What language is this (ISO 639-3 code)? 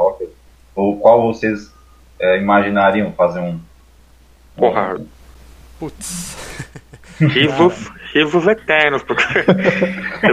por